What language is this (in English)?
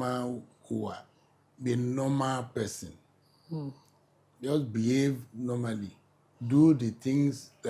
Yoruba